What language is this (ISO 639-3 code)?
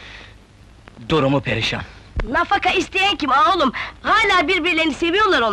tur